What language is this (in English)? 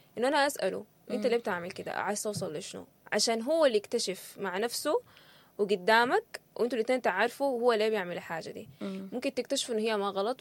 Sudanese Arabic